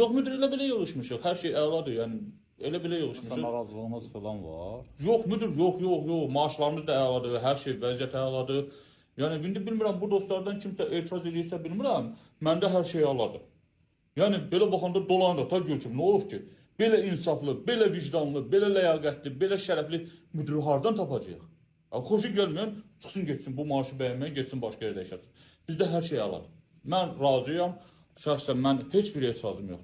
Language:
Azerbaijani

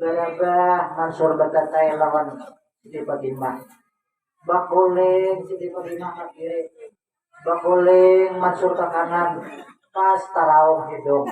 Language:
Banjar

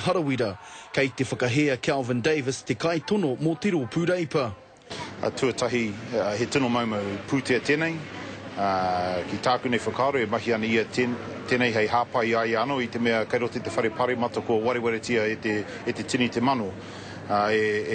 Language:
Māori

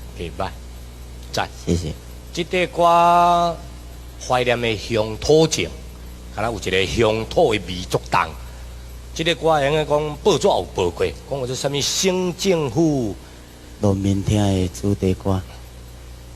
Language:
Min Nan Chinese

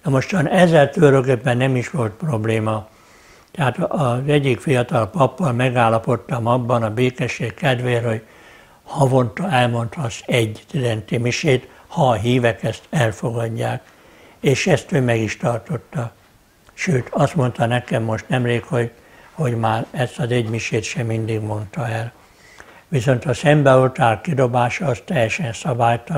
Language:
Hungarian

